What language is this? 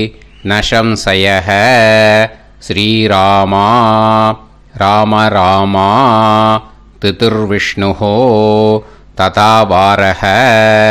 Tamil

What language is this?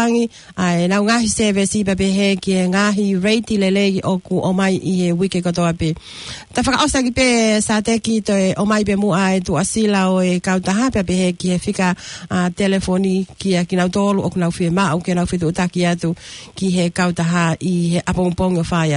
Tongan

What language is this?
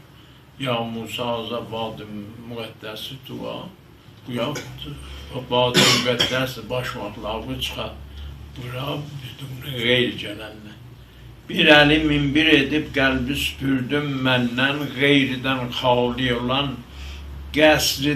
South Azerbaijani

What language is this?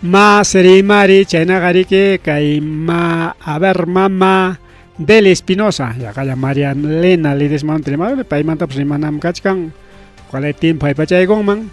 Ayacucho Quechua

